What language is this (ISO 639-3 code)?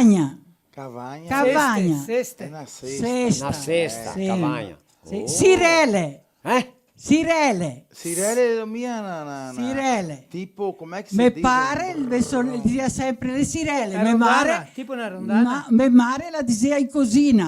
vec